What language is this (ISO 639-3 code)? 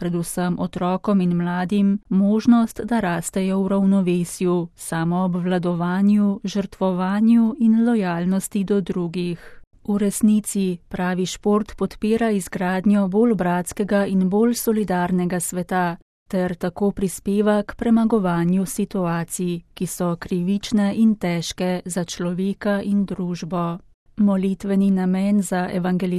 slv